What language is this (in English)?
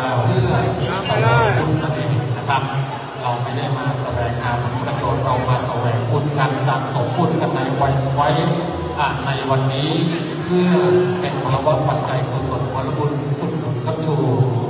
Thai